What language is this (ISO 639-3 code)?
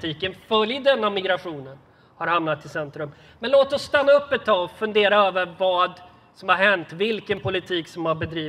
swe